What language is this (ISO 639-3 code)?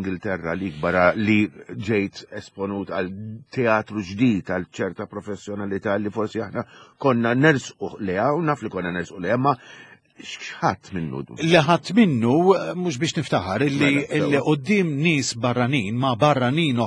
mlt